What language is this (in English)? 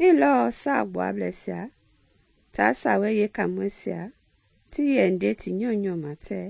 Mende